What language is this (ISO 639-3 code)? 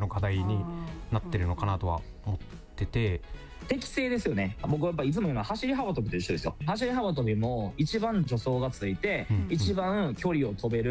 jpn